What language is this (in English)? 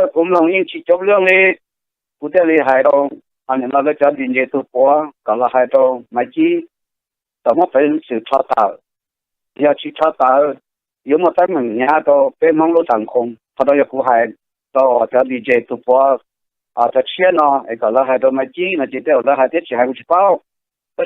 Hmong